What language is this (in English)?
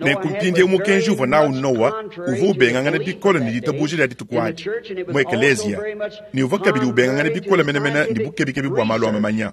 Luba-Lulua